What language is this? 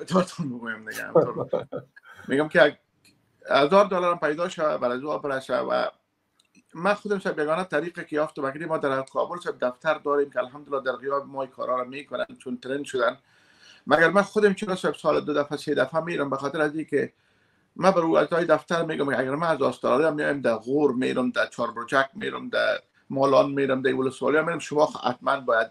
Persian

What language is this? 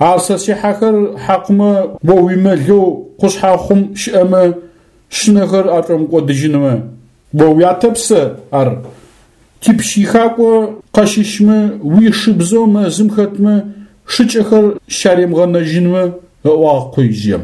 Adyghe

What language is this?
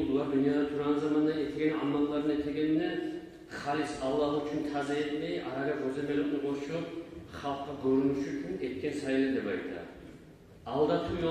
Kumyk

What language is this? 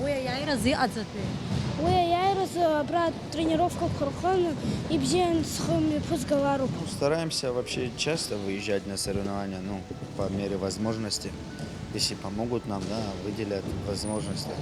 Abkhazian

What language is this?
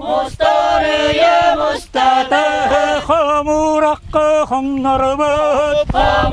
Yakut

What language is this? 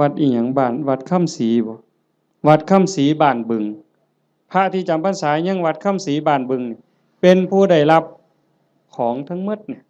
Northeastern Thai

